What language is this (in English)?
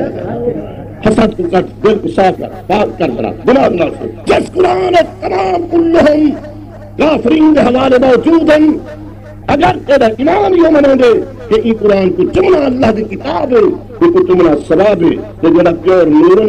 Saraiki